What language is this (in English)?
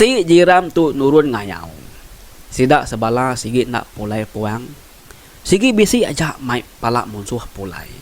Iban